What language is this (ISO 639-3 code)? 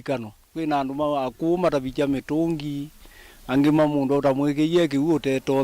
kam